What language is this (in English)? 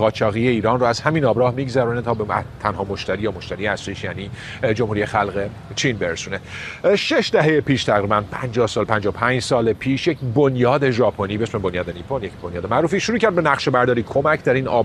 Persian